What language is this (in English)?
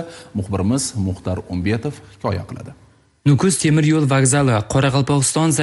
Uzbek